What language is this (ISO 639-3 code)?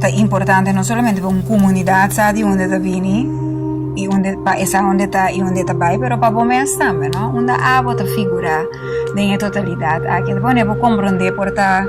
pap